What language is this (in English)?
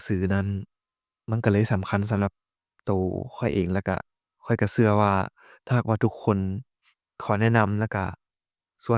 Lao